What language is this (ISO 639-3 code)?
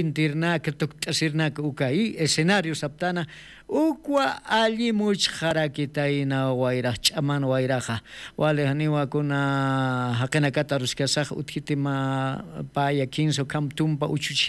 aym